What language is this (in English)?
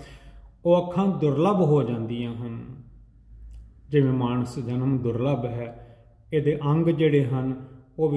Punjabi